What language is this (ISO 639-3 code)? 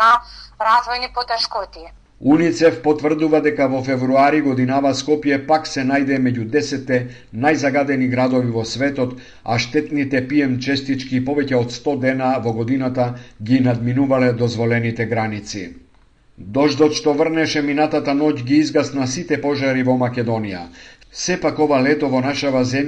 mkd